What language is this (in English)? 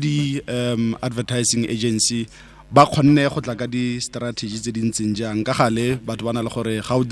Tswana